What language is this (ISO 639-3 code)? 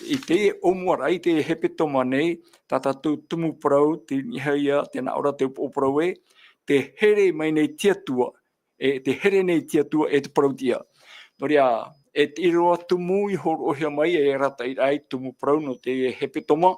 tah